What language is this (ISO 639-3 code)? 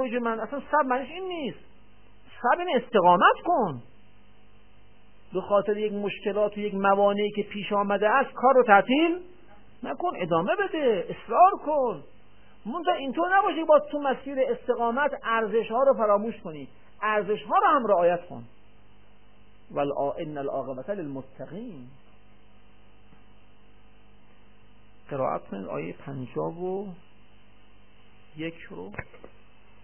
fas